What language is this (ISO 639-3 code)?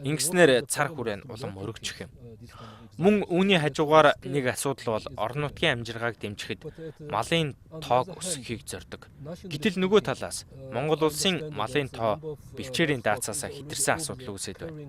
mon